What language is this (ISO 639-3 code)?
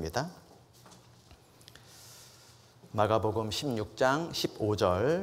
kor